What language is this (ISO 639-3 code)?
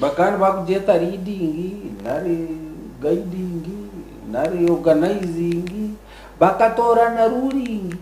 nyn